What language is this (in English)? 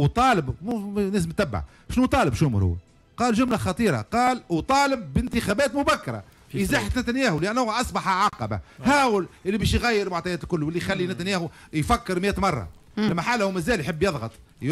Tunisian Arabic